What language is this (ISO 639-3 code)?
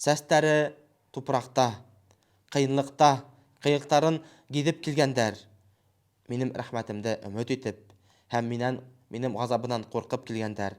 bak